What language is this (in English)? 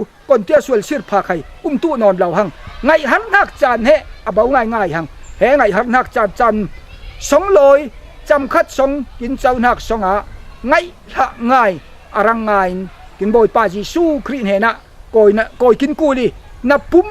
Falam Chin